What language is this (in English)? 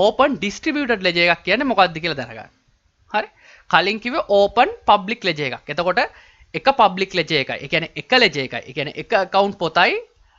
Sinhala